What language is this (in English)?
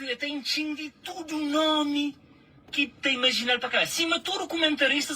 Kabuverdianu